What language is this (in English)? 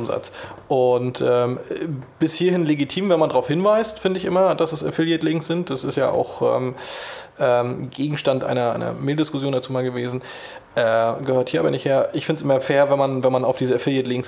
German